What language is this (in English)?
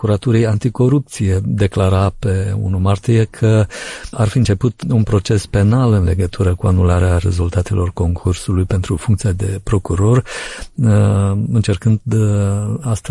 Romanian